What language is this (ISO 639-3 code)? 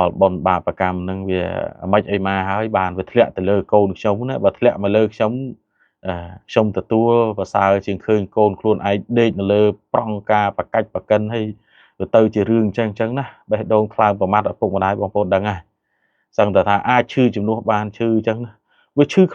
khm